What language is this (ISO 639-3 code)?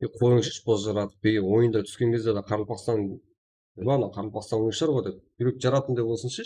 kaa